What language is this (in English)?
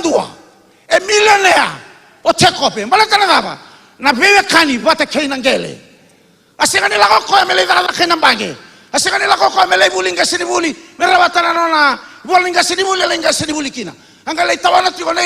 Fijian